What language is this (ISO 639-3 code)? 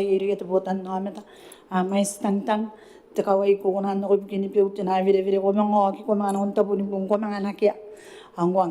gil